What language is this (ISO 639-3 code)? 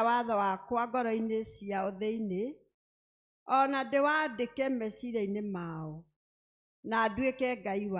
kik